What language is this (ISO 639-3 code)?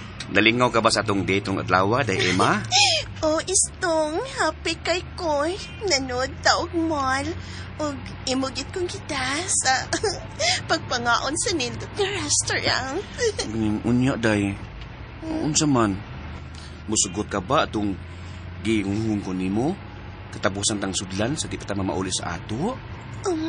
ceb